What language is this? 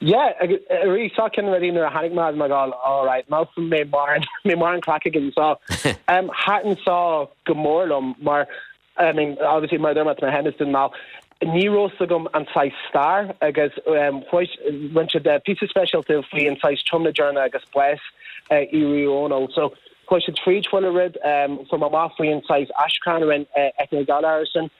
Irish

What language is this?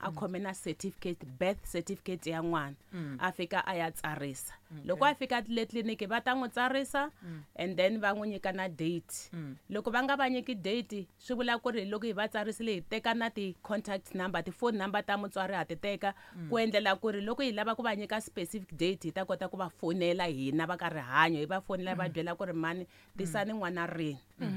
Tsonga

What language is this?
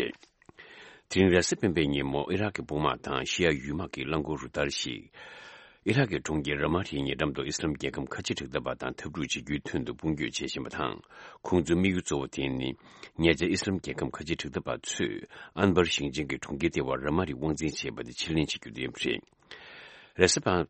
Tibetan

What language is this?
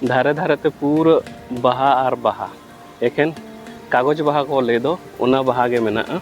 Santali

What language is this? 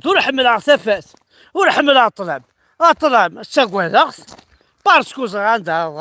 Kabyle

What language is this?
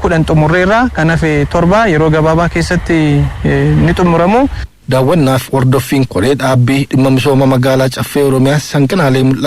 Oromo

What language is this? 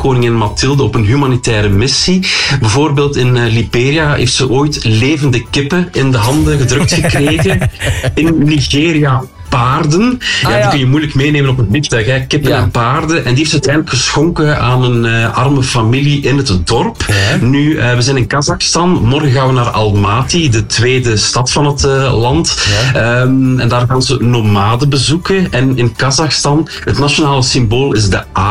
Dutch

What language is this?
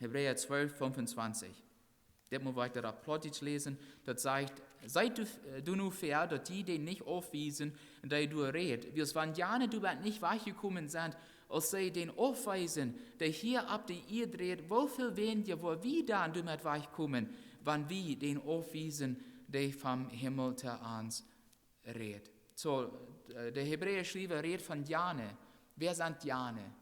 Plautdietsch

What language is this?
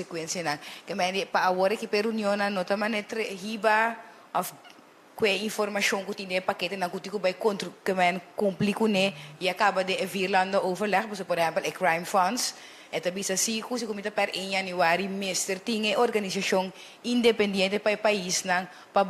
Papiamento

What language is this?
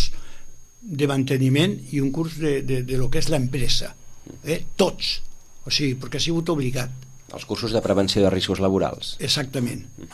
Catalan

